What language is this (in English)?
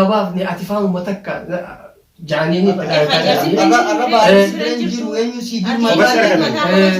Oromo